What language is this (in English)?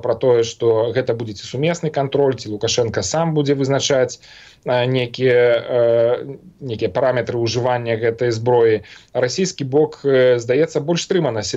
Belarusian